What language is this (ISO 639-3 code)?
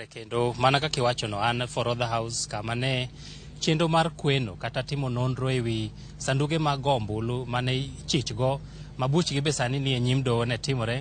luo